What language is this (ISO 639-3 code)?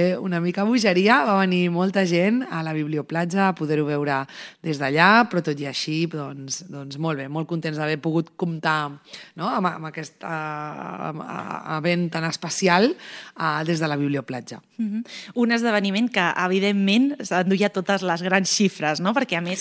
cat